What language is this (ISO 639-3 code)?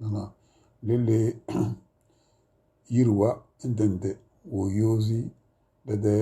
kdh